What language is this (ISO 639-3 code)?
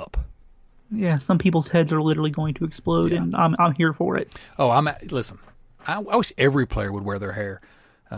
eng